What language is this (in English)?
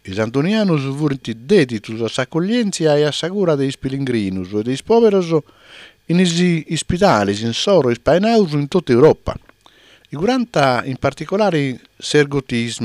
Sardinian